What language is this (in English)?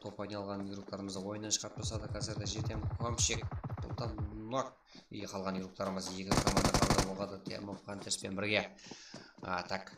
Kara-Kalpak